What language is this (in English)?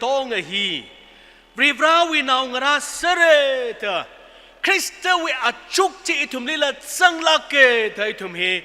Tangkhul Naga (India)